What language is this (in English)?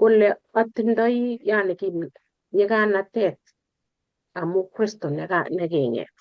Kalenjin